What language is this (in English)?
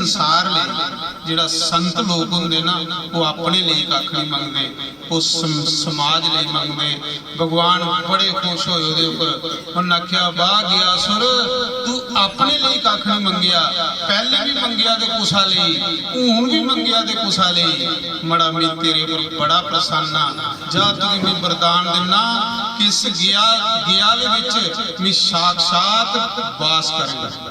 Dogri